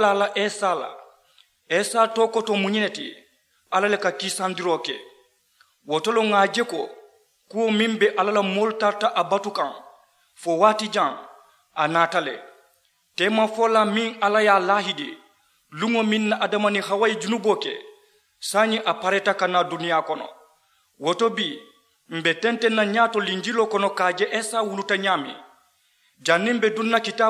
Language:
Mandingo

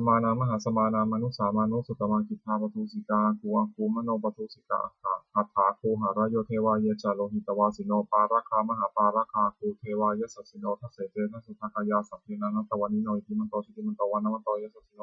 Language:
Pali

